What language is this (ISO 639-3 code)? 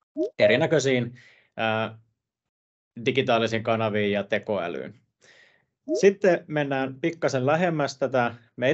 fin